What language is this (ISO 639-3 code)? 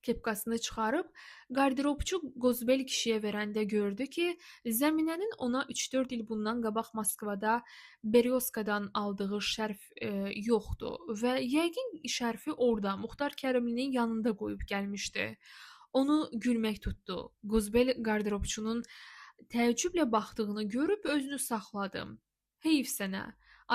aze